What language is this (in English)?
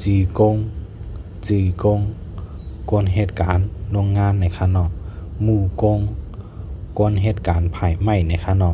Shan